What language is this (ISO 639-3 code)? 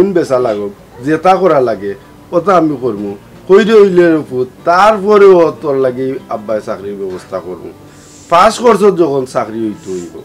syl